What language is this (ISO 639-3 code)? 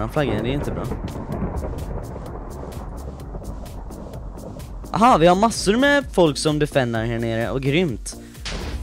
swe